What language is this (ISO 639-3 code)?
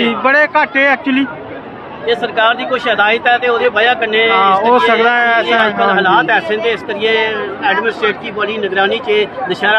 doi